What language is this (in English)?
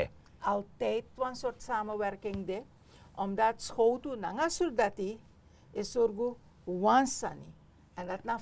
Sranan Tongo